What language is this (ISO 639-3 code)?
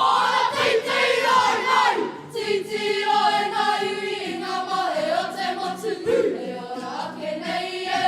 mri